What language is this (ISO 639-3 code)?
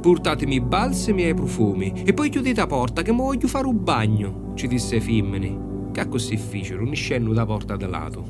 scn